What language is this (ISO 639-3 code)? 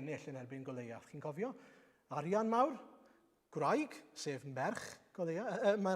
cym